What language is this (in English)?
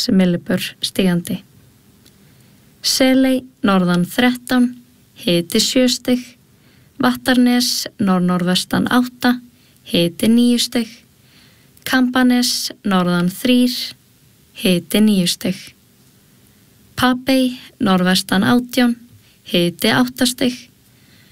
Icelandic